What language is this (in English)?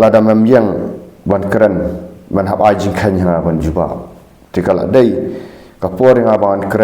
Khasi